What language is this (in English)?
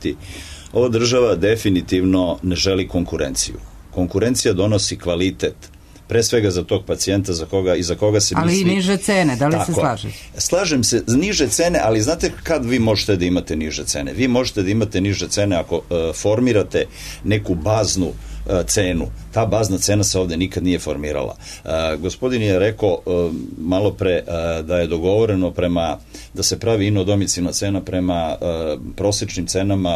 Serbian